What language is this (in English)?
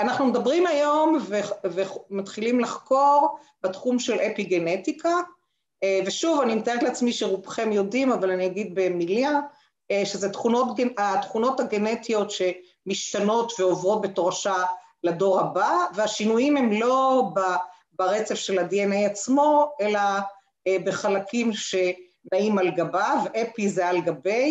Hebrew